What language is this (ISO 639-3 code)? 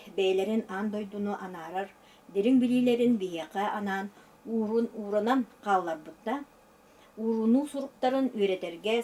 sah